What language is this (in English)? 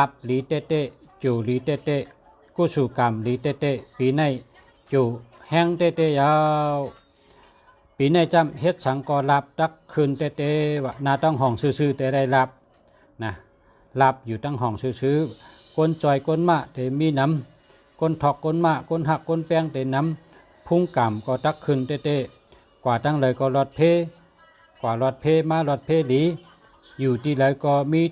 Shan